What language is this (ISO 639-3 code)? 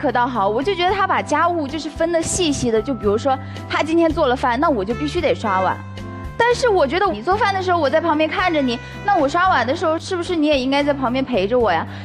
zho